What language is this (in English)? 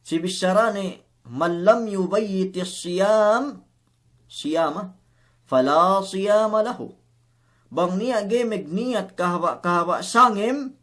Yakan